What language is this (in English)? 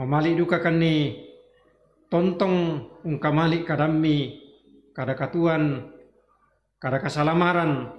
Toraja-Sa'dan